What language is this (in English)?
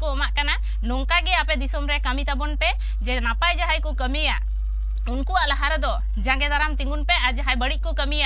Santali